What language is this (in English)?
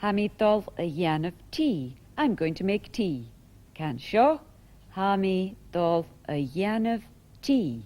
Scottish Gaelic